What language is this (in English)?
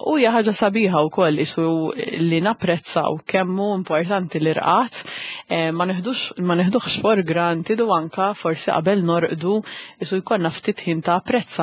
Maltese